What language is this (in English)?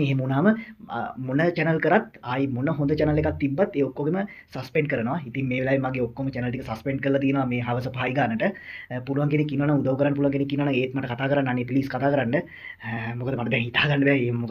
Sinhala